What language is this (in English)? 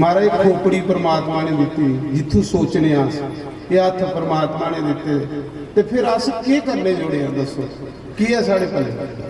Dogri